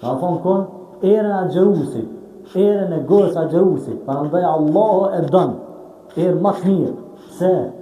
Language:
Albanian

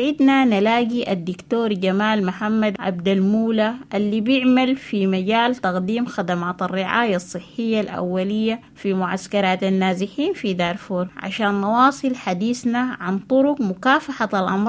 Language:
Sudanese Arabic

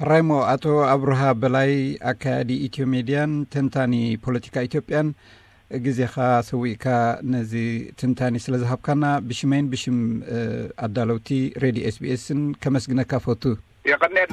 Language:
Tigrinya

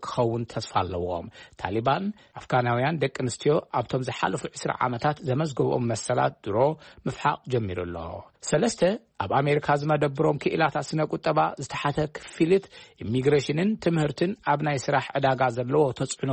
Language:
Tigrinya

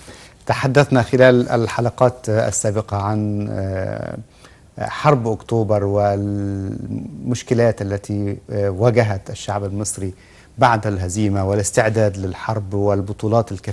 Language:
Arabic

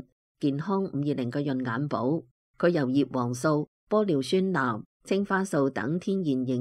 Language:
Cantonese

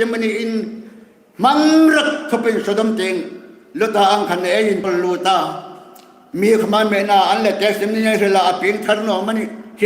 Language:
Hmar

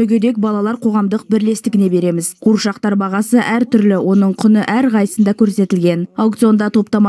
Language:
Kazakh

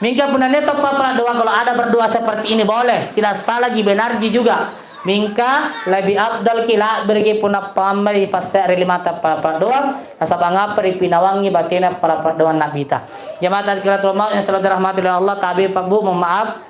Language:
Makasar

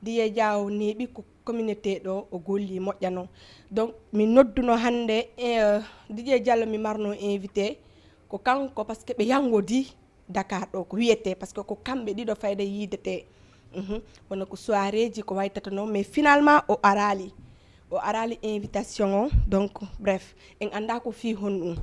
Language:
Fula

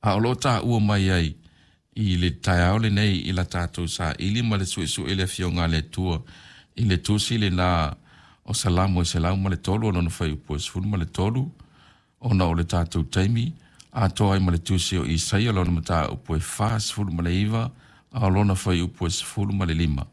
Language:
Samoan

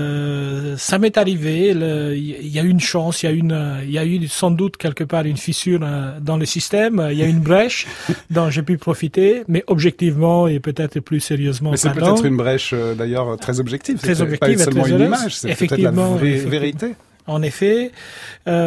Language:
French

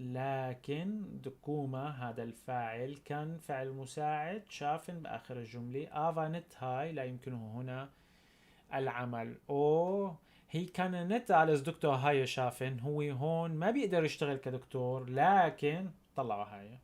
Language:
North Levantine Arabic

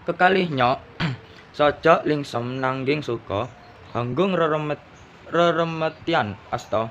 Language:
Javanese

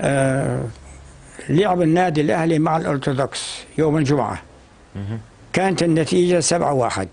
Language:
North Levantine Arabic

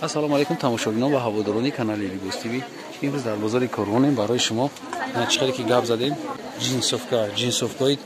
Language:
Tajik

